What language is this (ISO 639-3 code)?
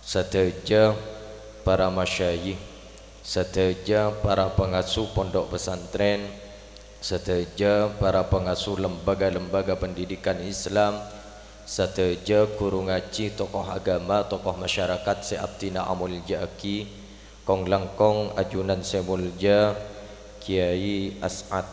mad